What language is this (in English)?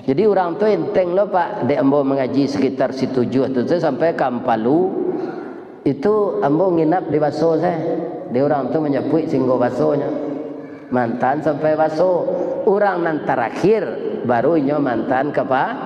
Minangkabau